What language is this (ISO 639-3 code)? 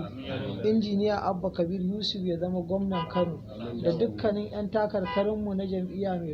hau